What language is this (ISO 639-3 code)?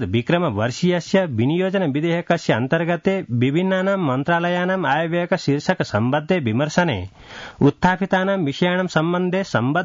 san